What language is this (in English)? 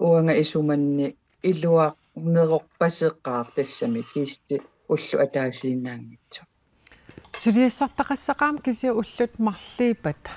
Kalaallisut